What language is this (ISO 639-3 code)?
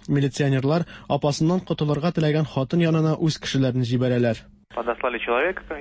tat